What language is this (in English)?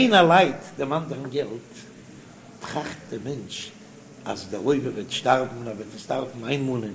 Yiddish